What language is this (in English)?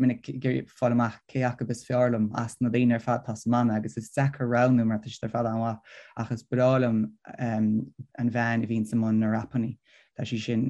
Irish